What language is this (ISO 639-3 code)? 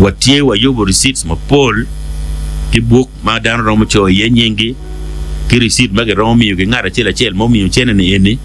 ach